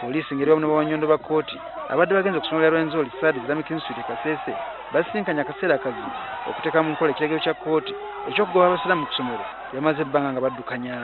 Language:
Ganda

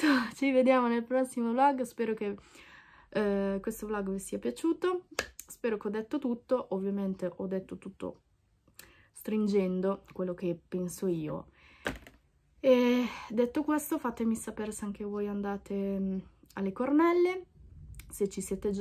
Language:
Italian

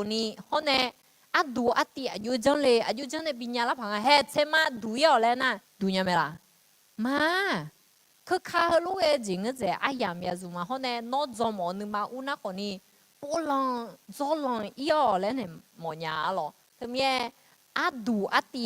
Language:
Akha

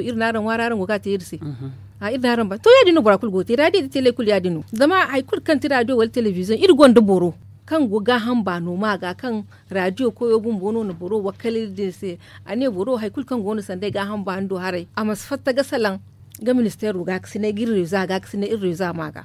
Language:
Zarma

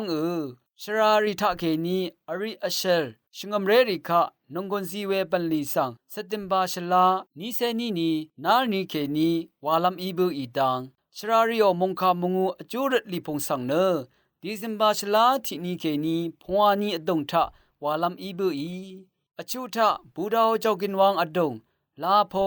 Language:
Rawang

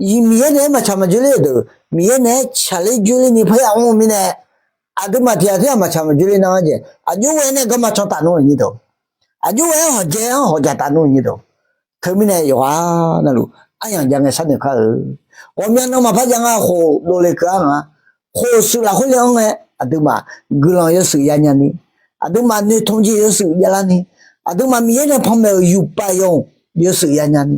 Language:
Akha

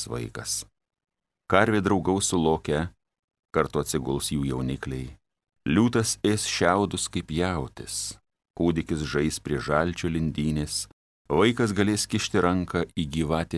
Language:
Lithuanian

